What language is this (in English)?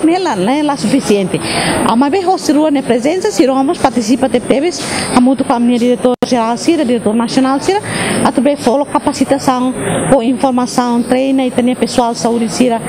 Tetum